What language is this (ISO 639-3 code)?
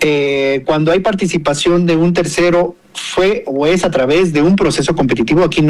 spa